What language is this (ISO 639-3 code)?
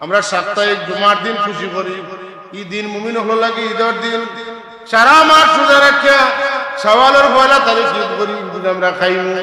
syl